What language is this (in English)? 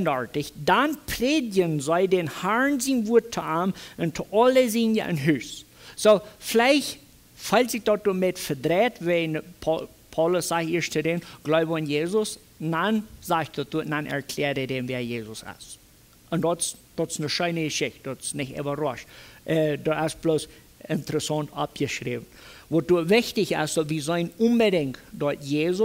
Plautdietsch